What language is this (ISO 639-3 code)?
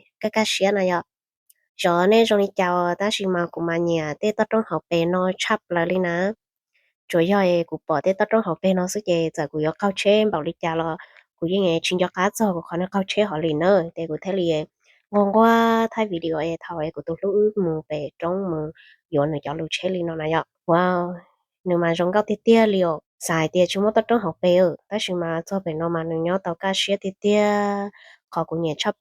hmn